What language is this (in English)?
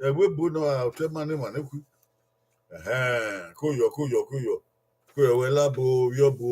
Bini